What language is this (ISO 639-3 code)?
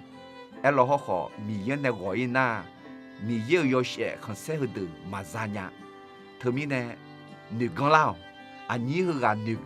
ahk